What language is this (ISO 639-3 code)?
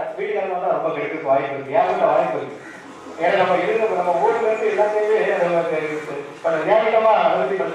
tam